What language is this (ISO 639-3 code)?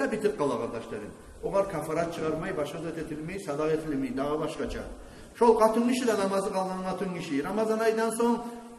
kum